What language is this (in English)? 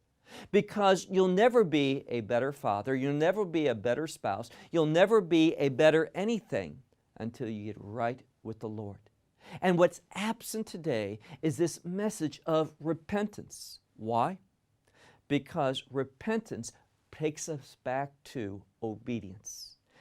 English